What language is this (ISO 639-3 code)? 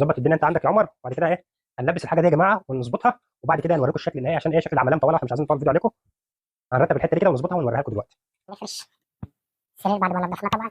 arz